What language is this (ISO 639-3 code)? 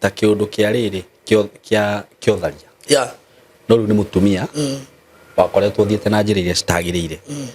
kik